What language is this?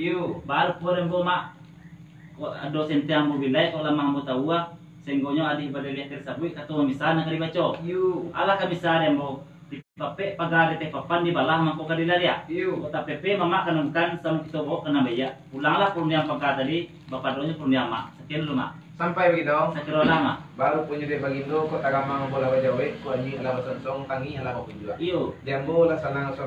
Minangkabau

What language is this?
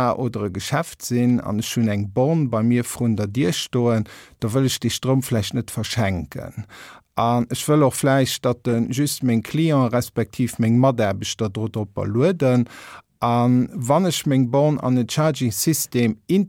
Luxembourgish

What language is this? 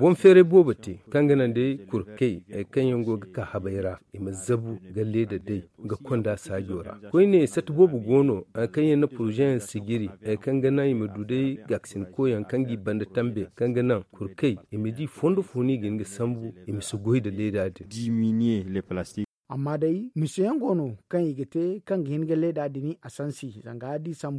Zarma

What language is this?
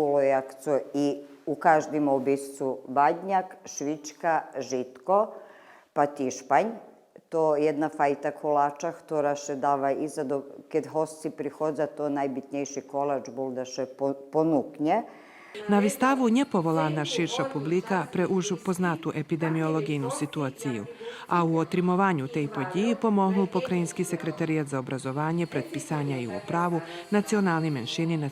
Rusyn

